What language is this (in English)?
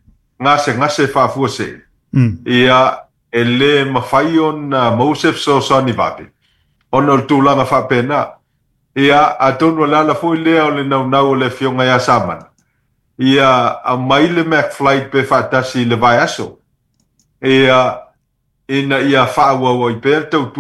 Samoan